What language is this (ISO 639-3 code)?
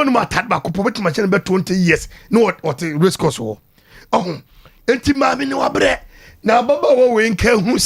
aka